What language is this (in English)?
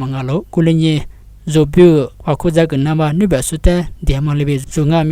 Lisu